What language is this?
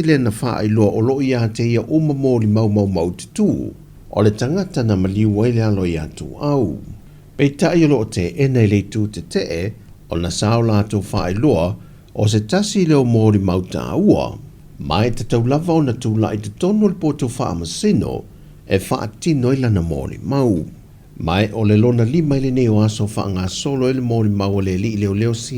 Samoan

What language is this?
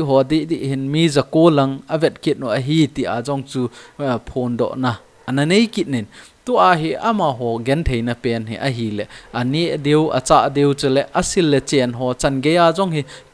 Thado Chin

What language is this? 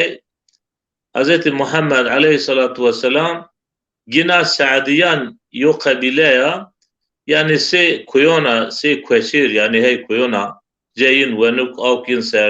Zaza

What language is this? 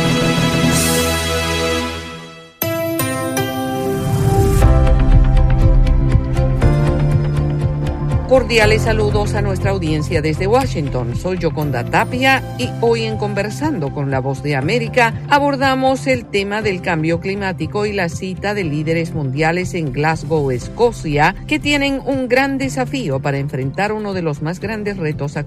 Spanish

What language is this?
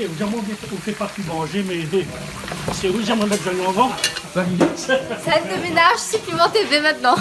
Réunion Creole French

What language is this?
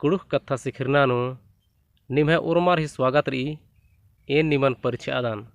Kurukh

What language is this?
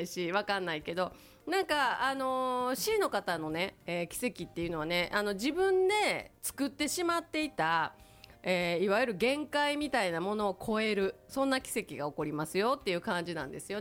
Japanese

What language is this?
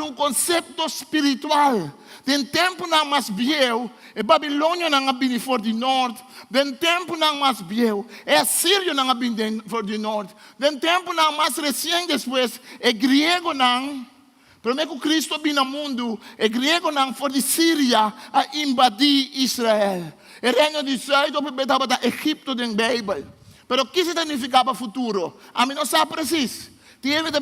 Papiamento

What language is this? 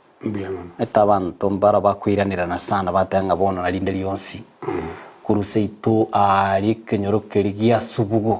Gusii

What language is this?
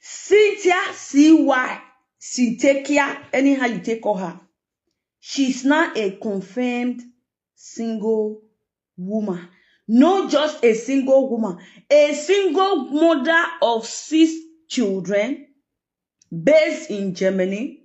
Nigerian Pidgin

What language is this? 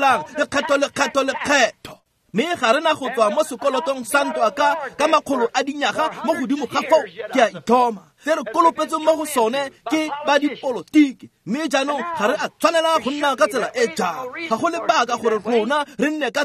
Tswana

